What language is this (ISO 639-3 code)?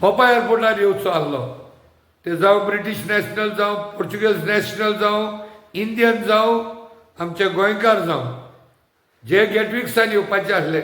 kok